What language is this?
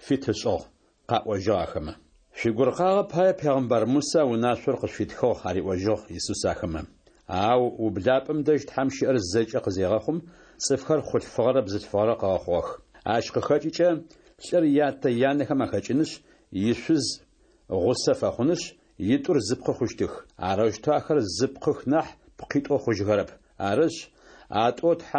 Adyghe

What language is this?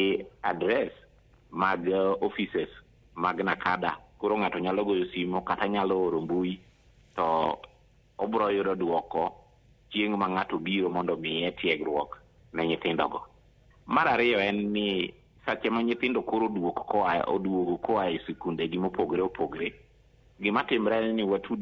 Luo (Kenya and Tanzania)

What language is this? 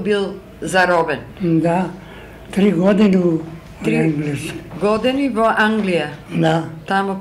Macedonian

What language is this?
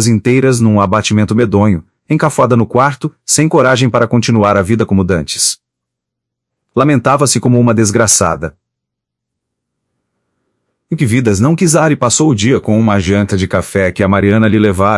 Portuguese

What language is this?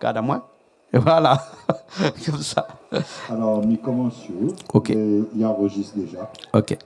Réunion Creole French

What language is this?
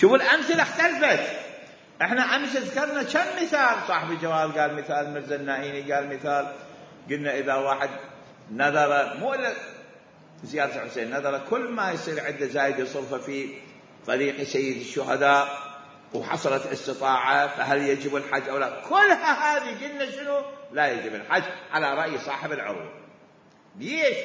Mesopotamian Arabic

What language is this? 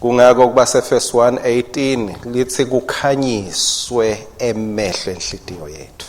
Swati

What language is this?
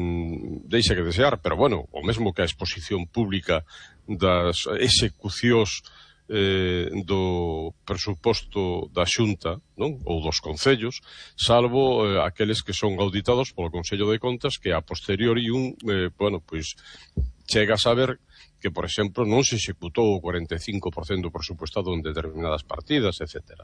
Galician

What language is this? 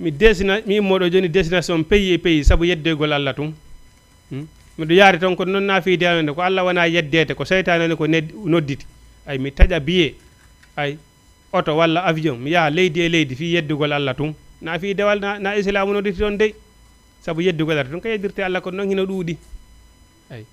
Fula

